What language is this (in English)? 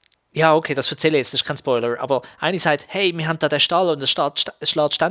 Swiss German